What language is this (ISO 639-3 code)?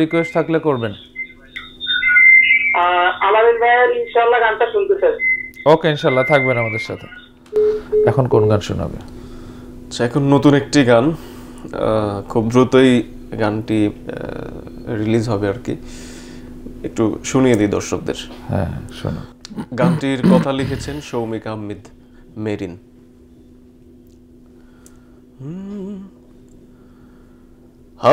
ben